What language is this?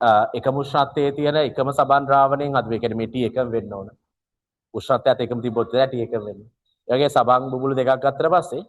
Sinhala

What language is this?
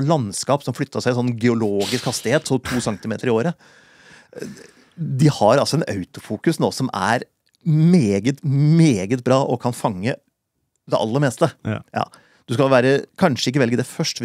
Norwegian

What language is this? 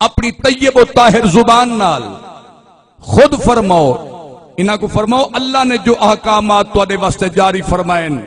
Saraiki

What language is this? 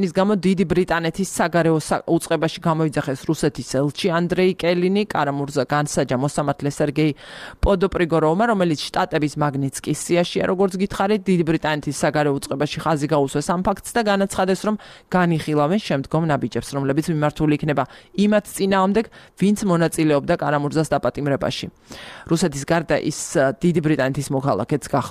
Georgian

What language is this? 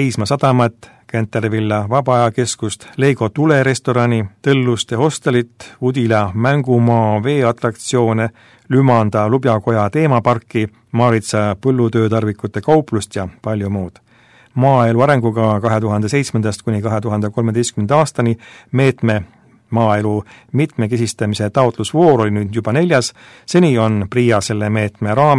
Estonian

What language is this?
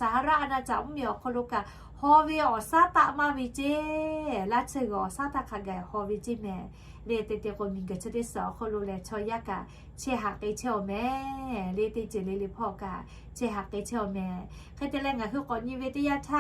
Lahu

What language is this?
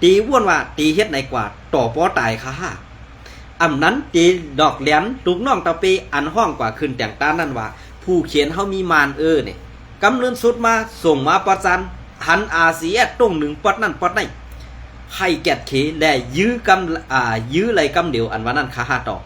Shan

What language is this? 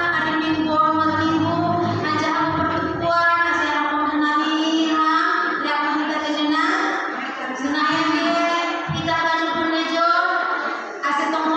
Batak Simalungun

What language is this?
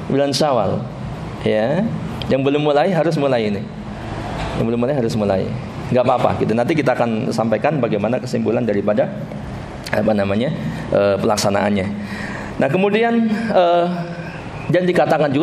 Indonesian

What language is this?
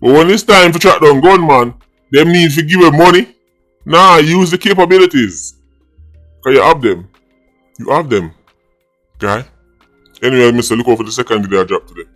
Jamaican Creole English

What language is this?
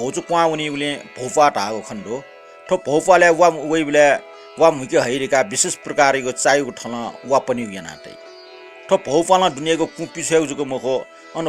Newari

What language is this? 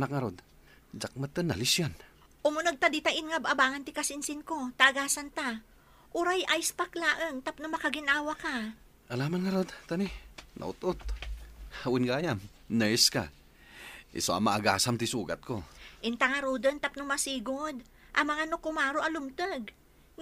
Iloko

